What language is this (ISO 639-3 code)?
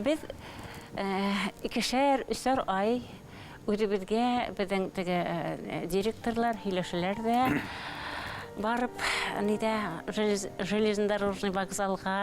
bak